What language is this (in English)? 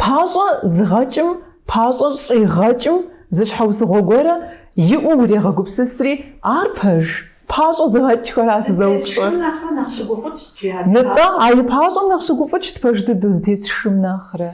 Kabardian